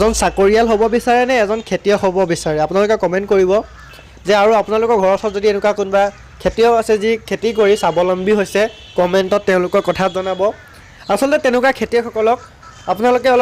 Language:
Assamese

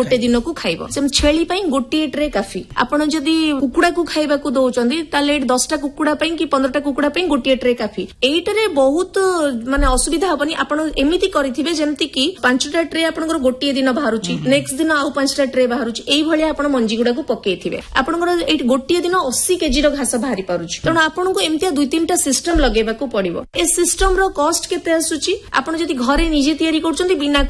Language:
Odia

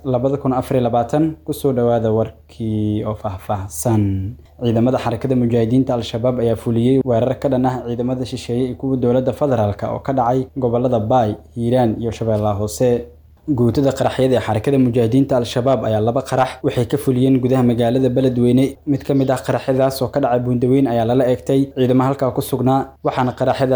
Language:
Somali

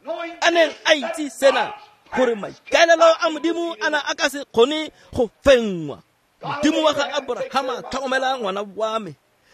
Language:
Tswana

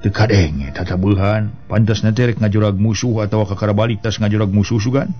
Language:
Sundanese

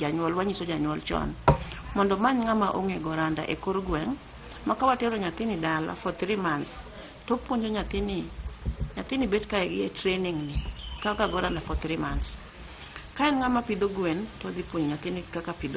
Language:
Luo (Kenya and Tanzania)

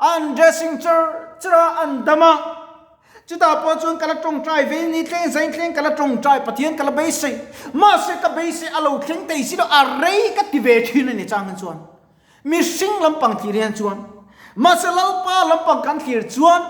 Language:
Mizo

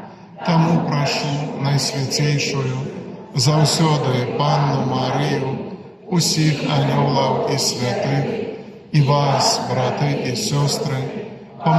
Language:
Belarusian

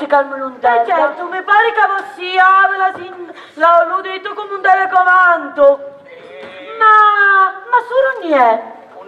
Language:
Sicilian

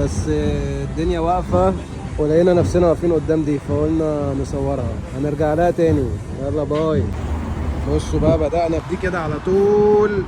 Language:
Egyptian Arabic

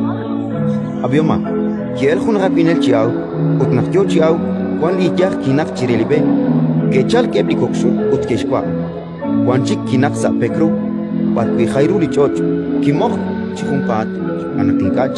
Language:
Kekchí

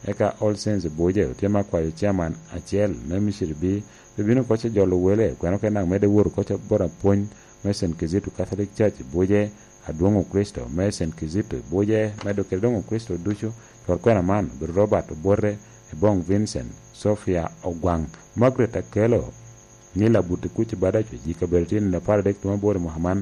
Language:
Lango (Uganda)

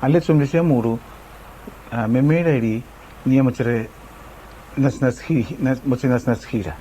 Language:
Araki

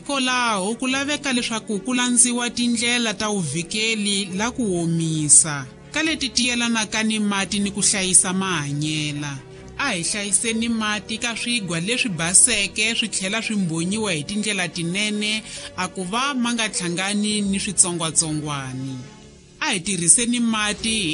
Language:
Tsonga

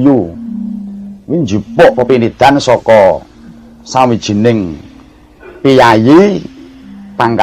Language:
Javanese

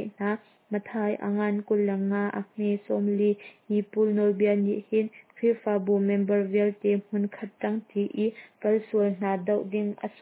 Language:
Hakha Chin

